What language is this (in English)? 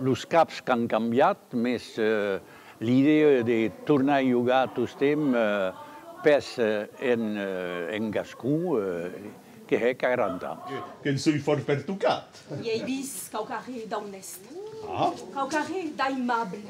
Occitan